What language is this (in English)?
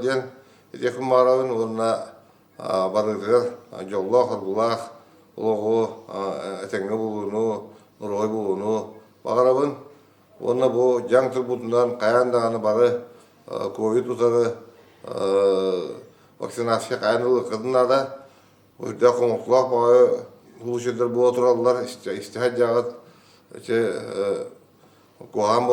Yakut